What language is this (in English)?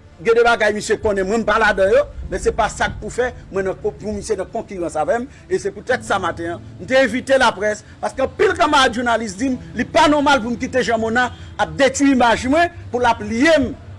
Haitian Creole